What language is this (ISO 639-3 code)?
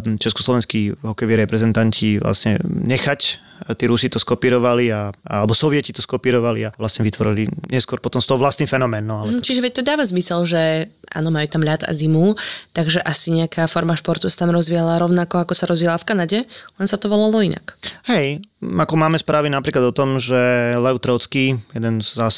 slk